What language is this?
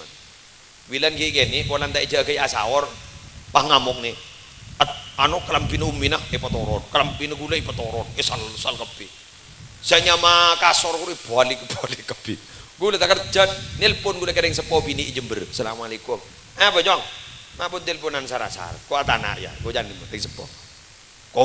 Madurese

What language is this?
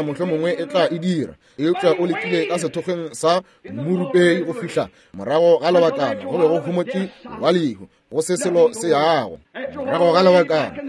Northern Sotho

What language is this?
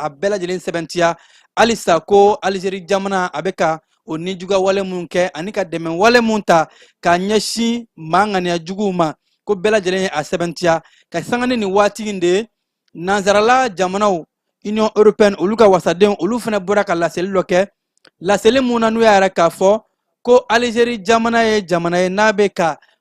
Bambara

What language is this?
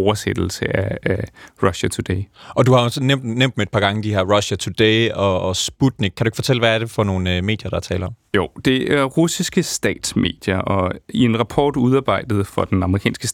Danish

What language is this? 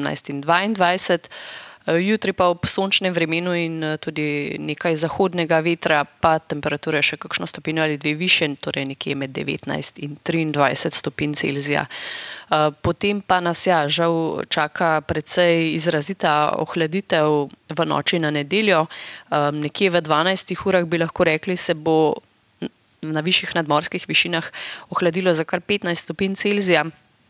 Slovenian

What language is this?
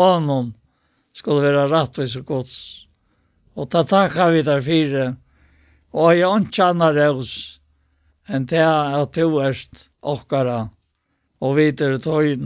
Faroese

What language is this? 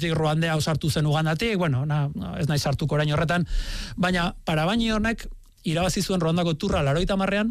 Basque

